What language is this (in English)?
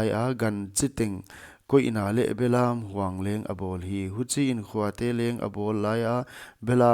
Paite Chin